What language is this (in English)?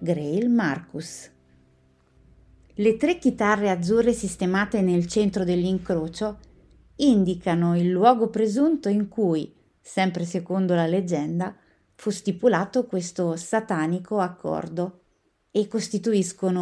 Italian